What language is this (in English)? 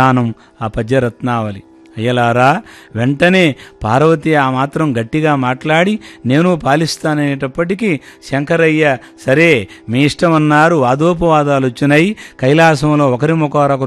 Telugu